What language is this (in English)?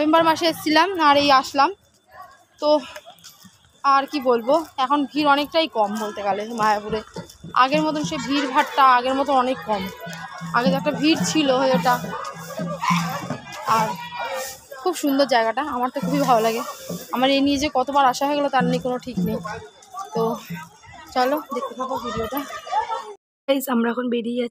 Bangla